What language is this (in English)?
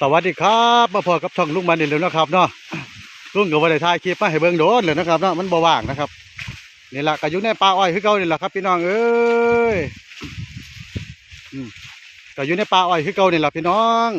Lao